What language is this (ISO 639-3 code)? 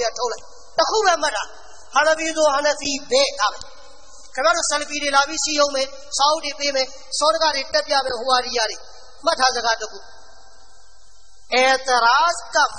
mya